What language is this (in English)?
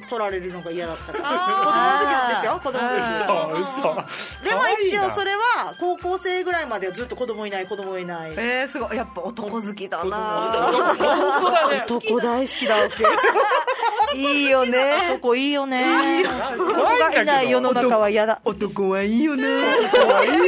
Japanese